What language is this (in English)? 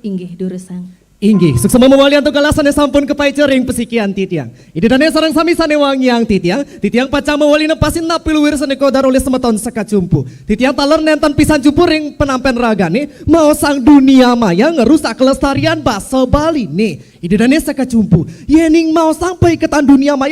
Balinese